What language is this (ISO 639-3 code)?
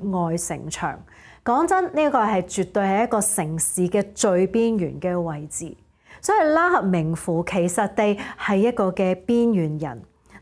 yue